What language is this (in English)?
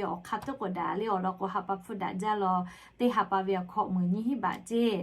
Lahu